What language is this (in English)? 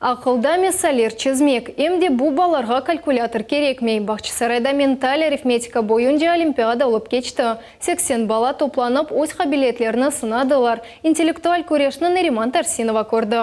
Crimean Tatar